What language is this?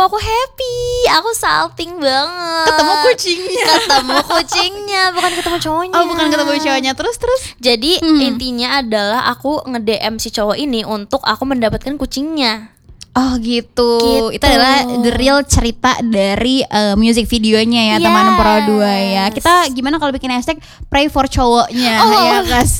Indonesian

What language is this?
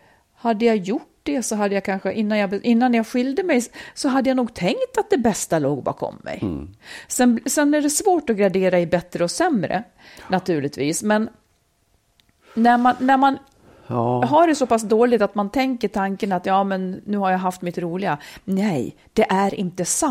Swedish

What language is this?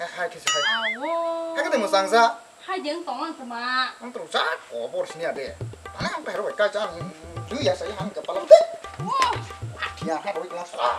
Kok Borok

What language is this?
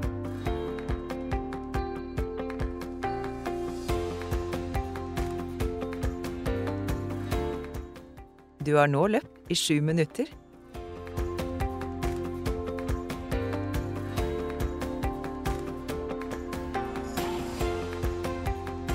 Norwegian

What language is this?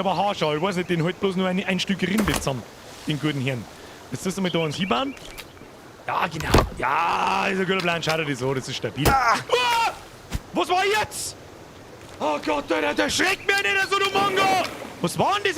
Bavarian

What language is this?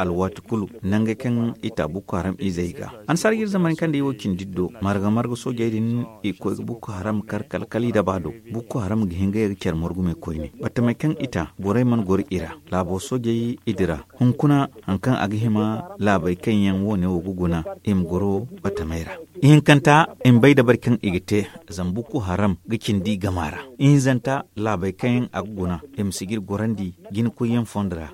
Zarma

